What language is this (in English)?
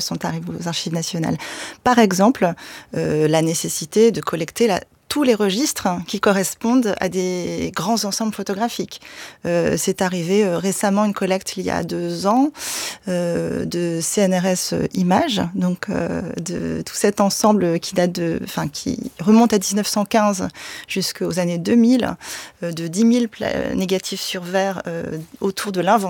French